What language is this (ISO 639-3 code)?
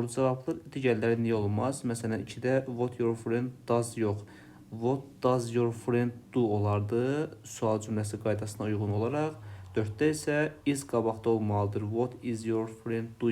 aze